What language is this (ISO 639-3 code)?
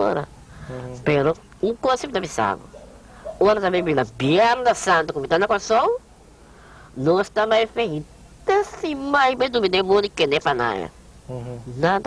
pap